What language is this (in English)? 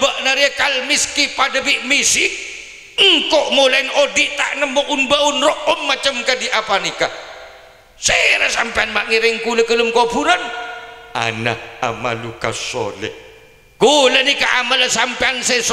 Madurese